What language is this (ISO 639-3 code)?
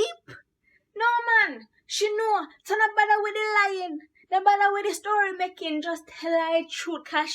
jam